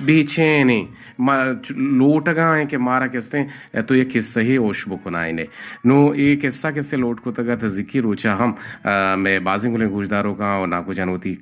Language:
Eastern Balochi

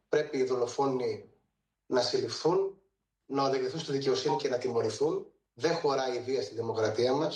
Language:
Greek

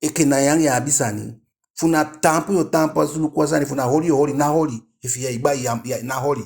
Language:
Eastern Maroon Creole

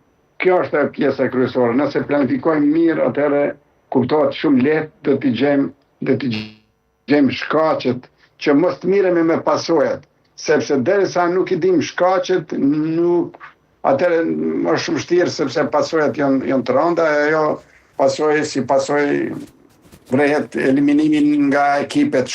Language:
Albanian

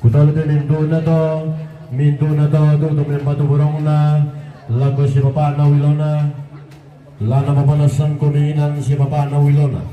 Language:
Toraja-Sa'dan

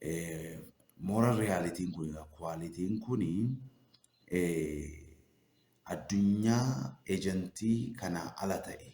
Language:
Oromo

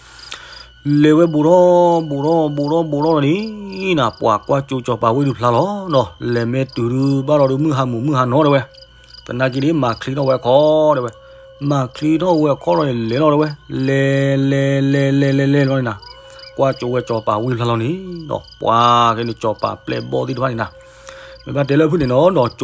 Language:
S'gaw Karen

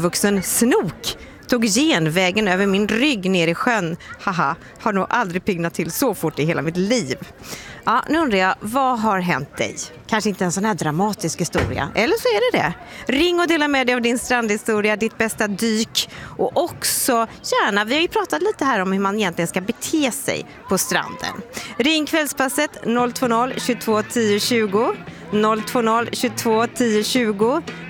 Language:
Swedish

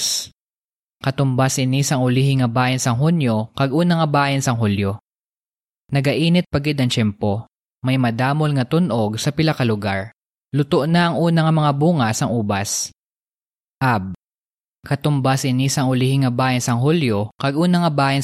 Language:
Hiligaynon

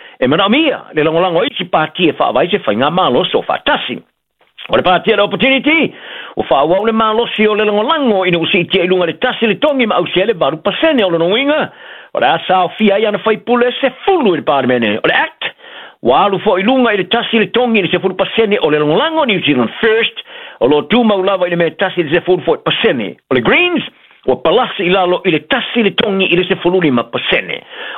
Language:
Samoan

